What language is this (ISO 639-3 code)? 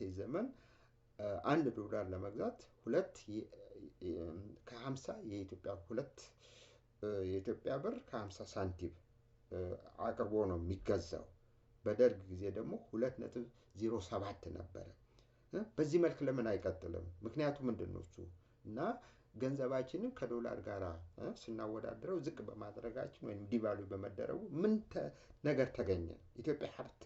amh